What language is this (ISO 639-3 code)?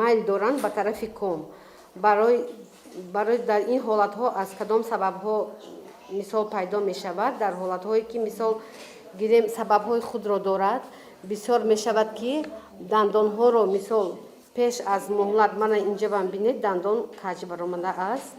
tgk